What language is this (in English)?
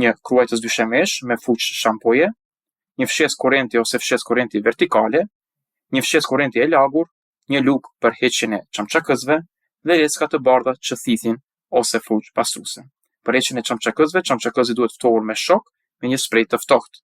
Albanian